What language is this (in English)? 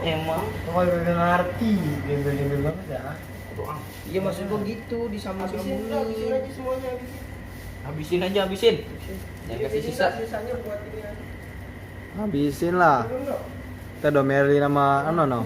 Betawi